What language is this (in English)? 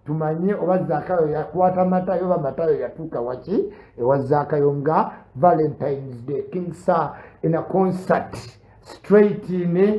Ganda